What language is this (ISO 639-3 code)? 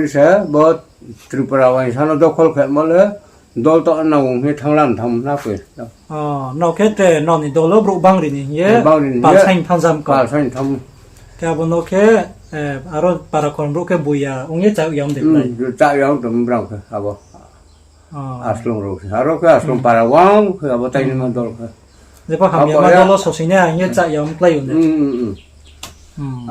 ria